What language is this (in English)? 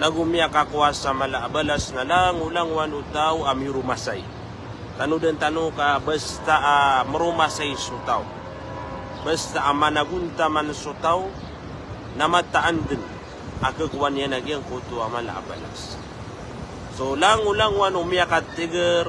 Maranao